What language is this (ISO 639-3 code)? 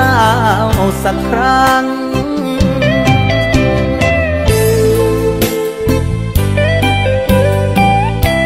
tha